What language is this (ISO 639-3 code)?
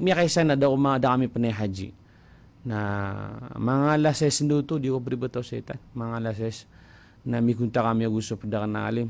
mrw